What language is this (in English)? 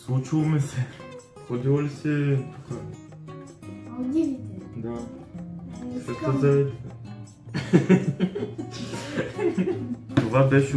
Bulgarian